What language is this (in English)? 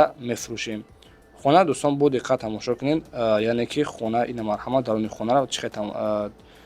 Tajik